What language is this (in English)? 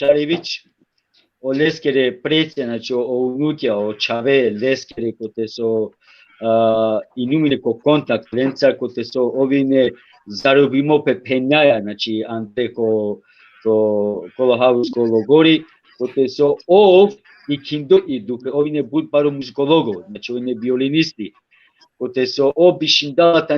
Balkan Romani